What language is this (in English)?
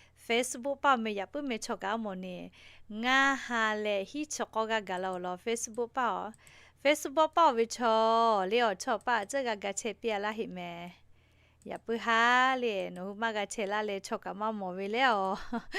Lahu